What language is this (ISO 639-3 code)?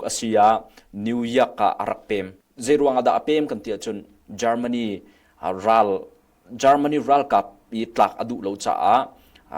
cnh